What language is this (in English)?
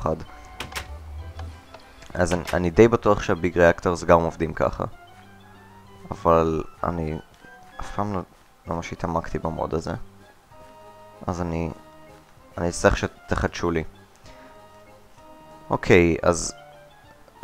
Hebrew